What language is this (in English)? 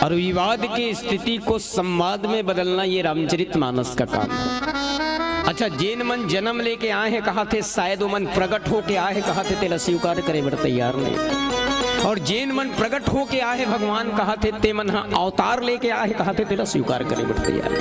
Chhattisgarhi